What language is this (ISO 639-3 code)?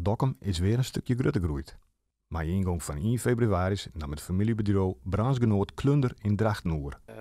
fry